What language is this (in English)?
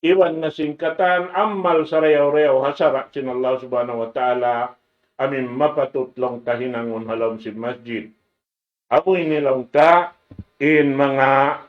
Tausug